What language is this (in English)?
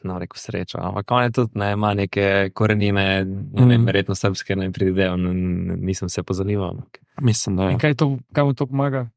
Slovenian